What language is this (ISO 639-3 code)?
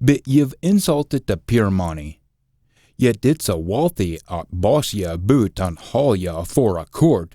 sco